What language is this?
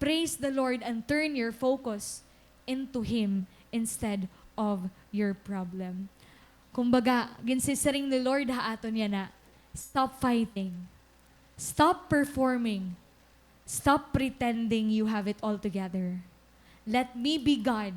Waray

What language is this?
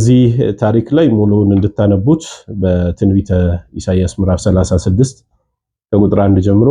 Amharic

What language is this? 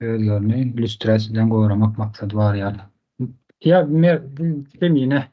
Turkmen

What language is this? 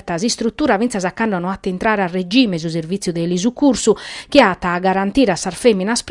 Sardinian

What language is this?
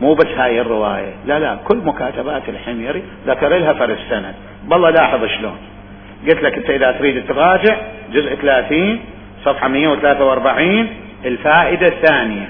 Mesopotamian Arabic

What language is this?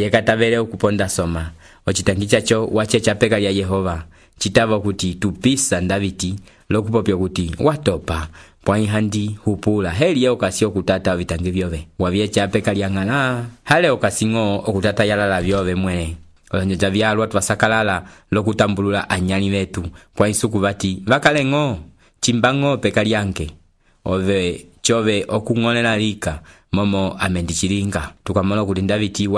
Umbundu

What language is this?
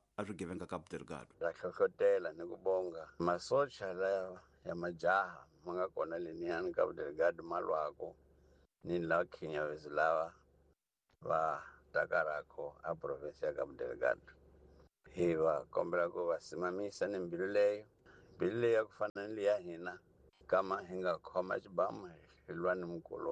Tsonga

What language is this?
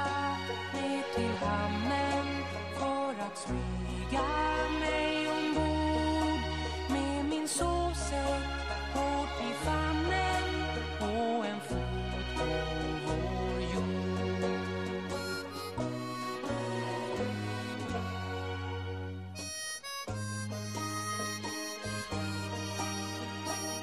Swedish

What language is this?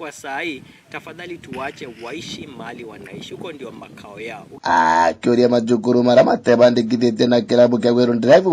Meru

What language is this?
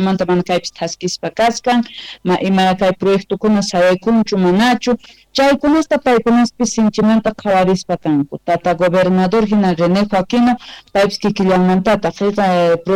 Quechua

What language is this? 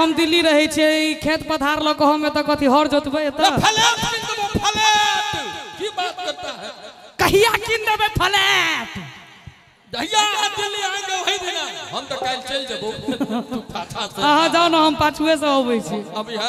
Maithili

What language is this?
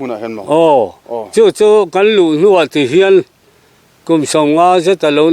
Mizo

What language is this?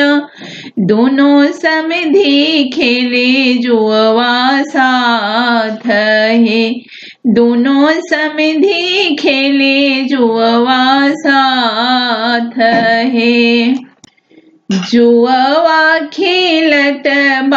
Bhojpuri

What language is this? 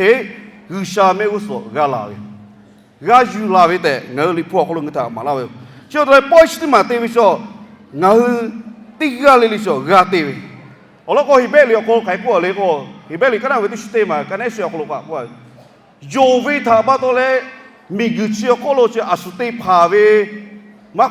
Lahu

